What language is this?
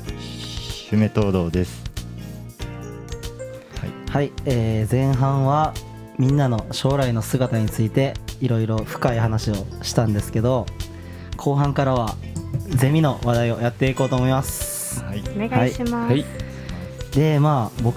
Japanese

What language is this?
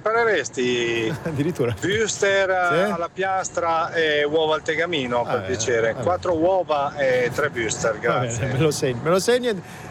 Italian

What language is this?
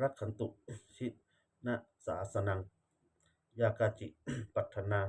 Pali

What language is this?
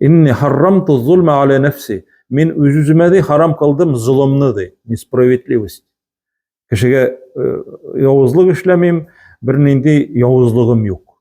Tatar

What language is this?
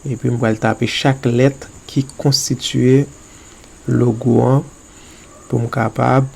Haitian Creole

